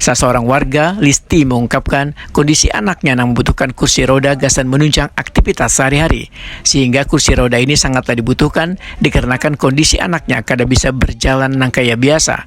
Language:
Banjar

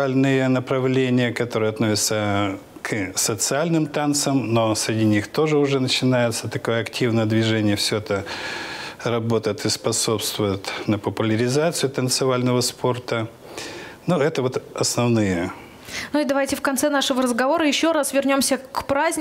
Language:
Russian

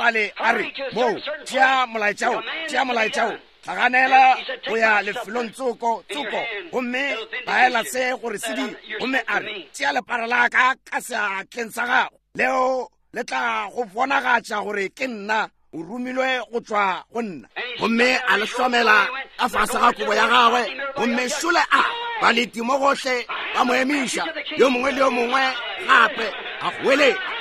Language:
Northern Sotho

